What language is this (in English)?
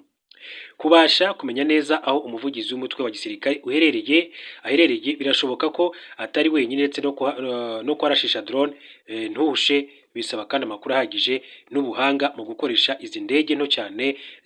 Kinyarwanda